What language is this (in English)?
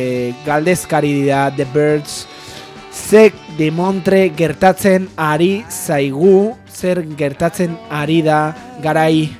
Basque